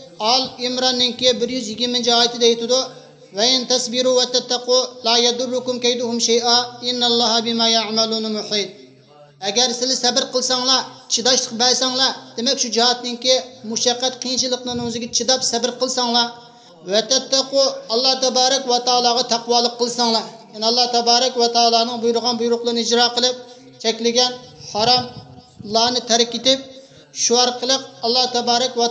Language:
Uyghur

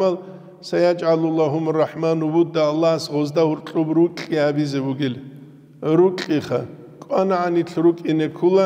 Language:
Avaric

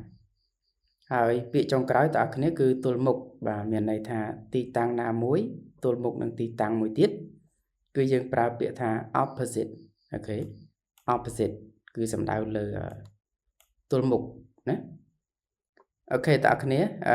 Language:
Khmer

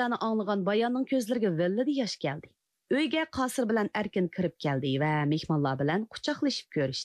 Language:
Uyghur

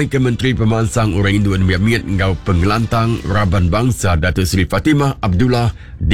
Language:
Iban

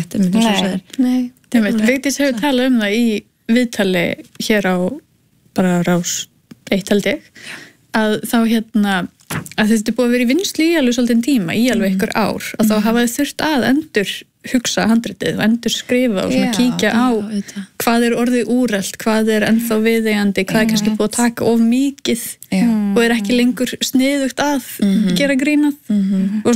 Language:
Icelandic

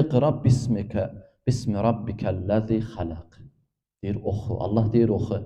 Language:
Azerbaijani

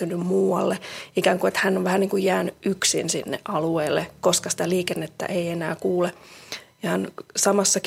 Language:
Finnish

